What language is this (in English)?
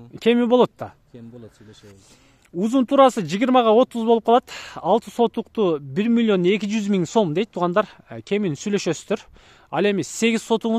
Kyrgyz